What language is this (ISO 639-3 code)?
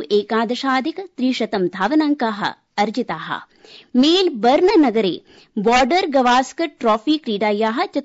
san